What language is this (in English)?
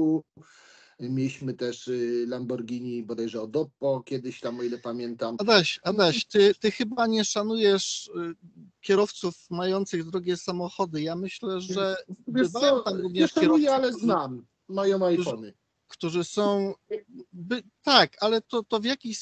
Polish